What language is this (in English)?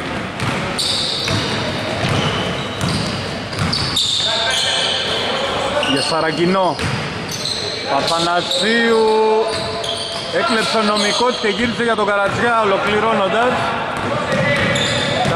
Greek